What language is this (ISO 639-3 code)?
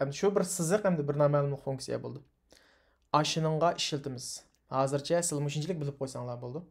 uig